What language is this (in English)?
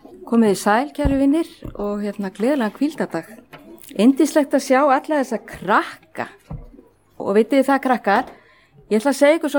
Icelandic